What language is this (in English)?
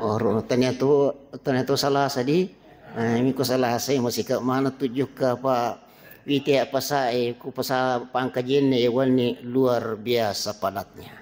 Buginese